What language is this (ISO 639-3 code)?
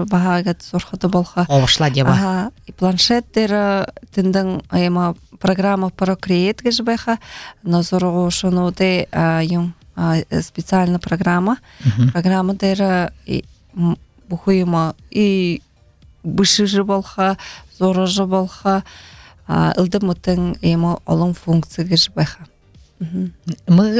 bua